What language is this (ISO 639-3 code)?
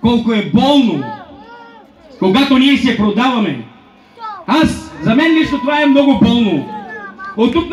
bul